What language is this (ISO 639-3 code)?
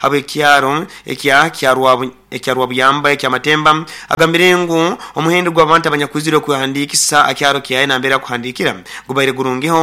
nyo